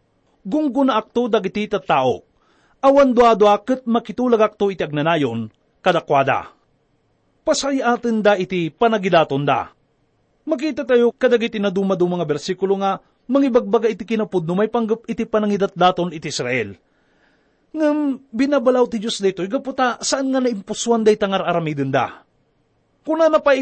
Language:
Iloko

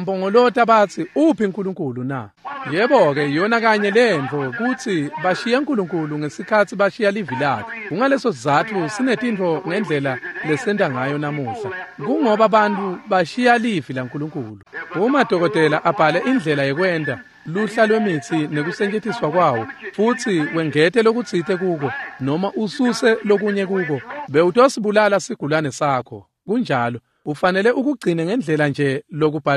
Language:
Swati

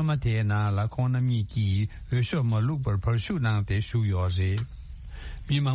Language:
Tibetan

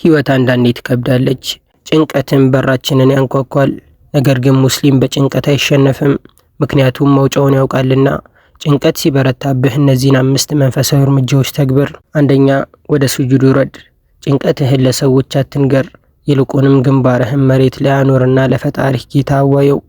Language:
Amharic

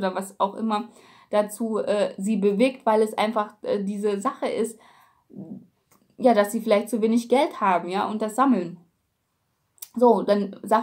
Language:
German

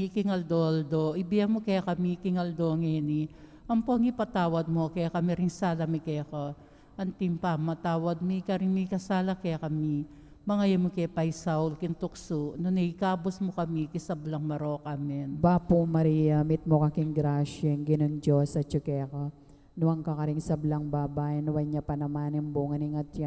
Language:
Pampanga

